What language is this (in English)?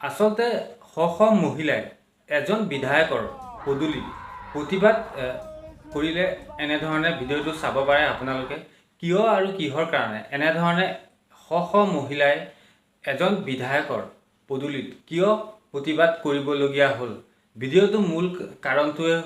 Assamese